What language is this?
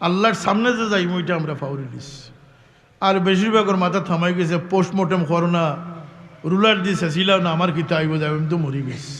Sylheti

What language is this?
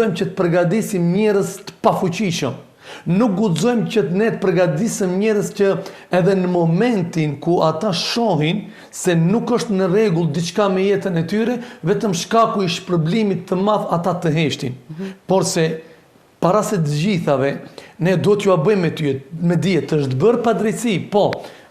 Albanian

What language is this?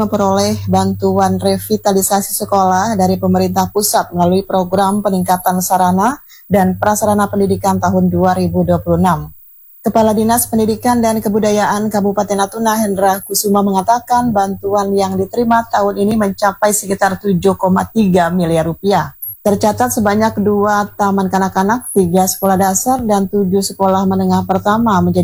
Indonesian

